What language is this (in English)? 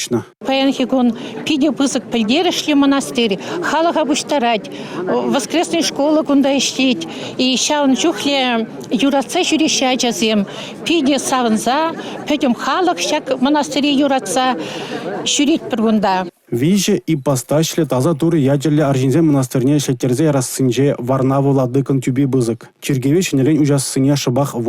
Chuvash